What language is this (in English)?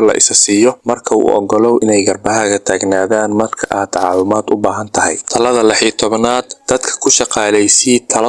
Somali